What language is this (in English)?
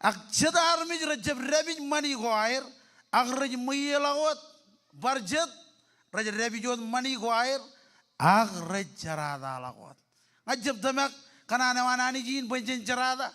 Marshallese